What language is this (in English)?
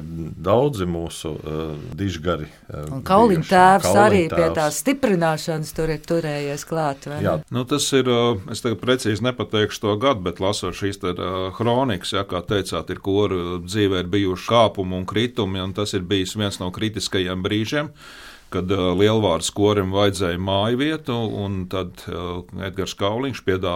Latvian